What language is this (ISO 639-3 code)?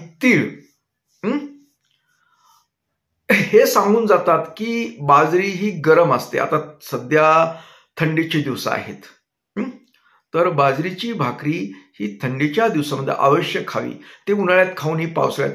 mar